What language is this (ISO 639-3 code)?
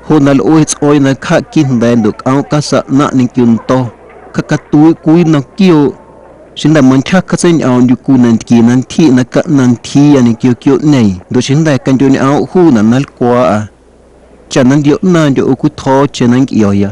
amu